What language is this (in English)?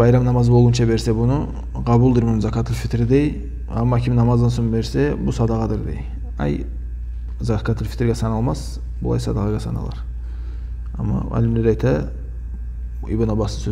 Kumyk